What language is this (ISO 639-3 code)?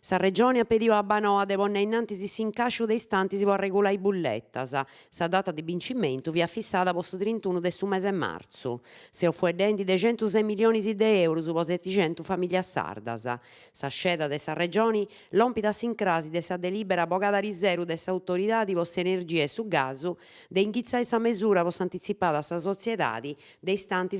srd